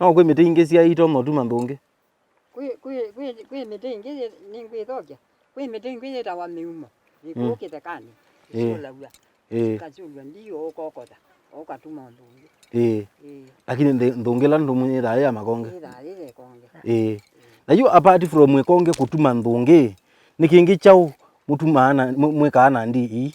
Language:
Kamba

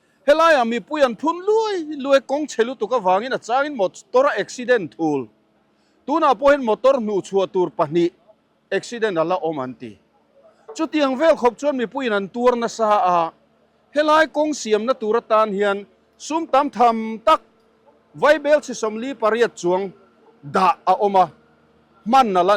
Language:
Mizo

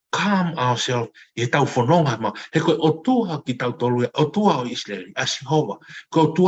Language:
Tongan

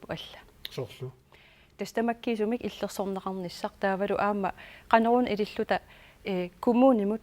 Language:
Kalaallisut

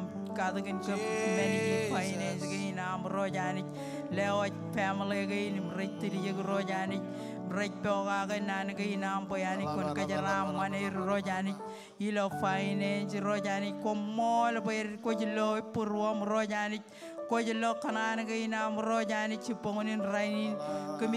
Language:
Marshallese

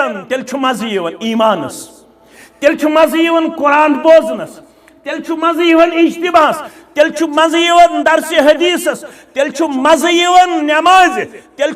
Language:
Kashmiri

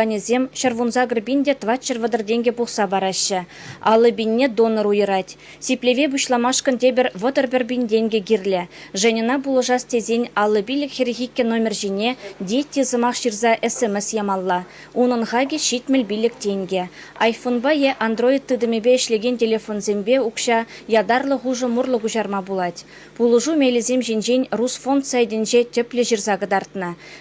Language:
Chuvash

